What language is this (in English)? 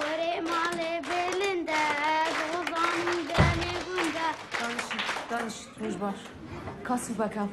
Kurdish